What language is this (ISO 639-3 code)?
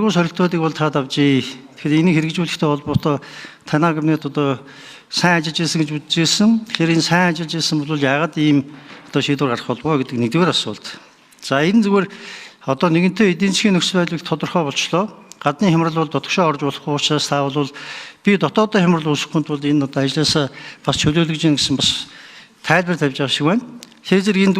mon